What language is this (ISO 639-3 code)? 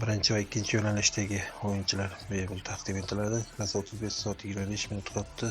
uzb